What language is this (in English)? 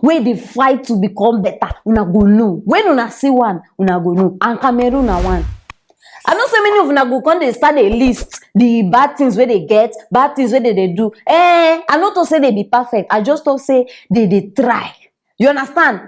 Nigerian Pidgin